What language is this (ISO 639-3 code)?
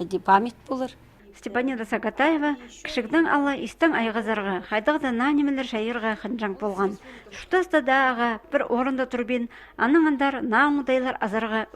kjh